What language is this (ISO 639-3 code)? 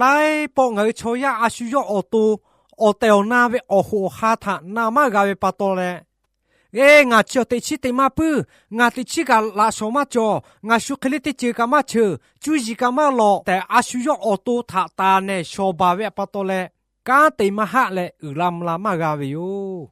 lhu